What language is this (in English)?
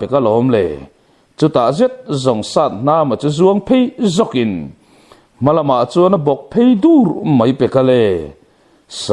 Mizo